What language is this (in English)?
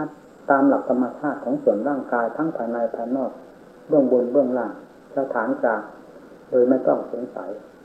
Thai